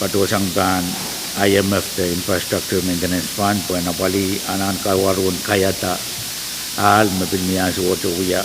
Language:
Pohnpeian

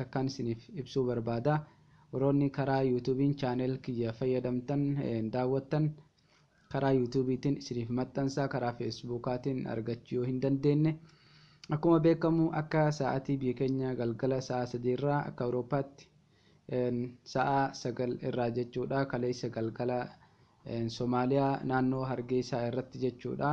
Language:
Oromo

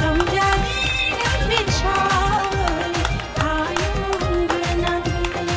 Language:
Kok Borok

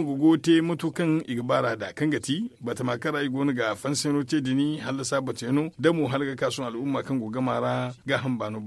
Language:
Zarma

